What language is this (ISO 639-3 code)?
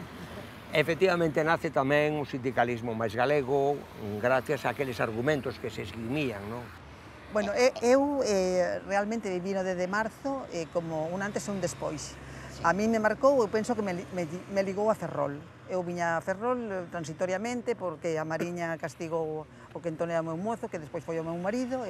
glg